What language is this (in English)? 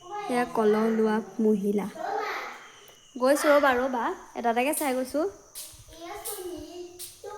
Assamese